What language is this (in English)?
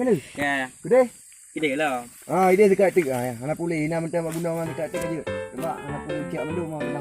Achinese